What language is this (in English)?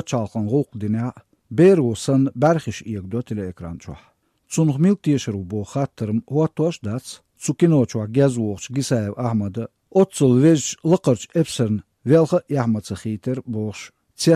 Chechen